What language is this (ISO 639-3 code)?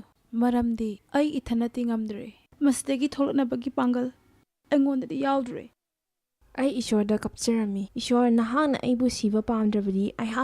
mni